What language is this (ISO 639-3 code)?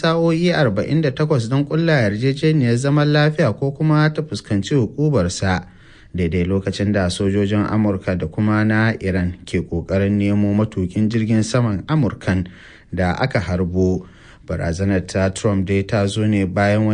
hau